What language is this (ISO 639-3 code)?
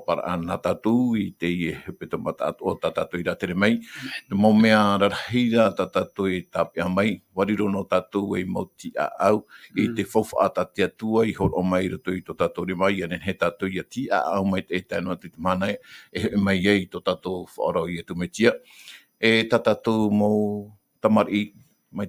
tah